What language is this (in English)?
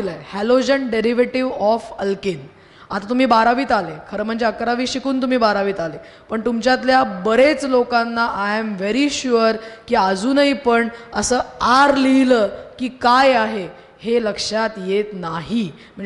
Marathi